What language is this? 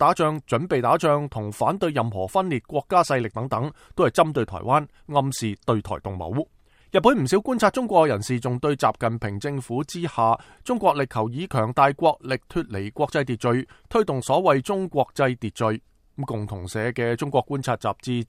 Cantonese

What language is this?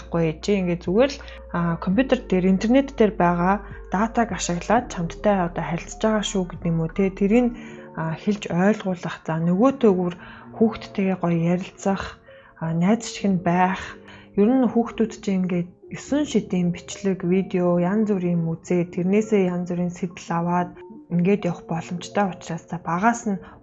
Mongolian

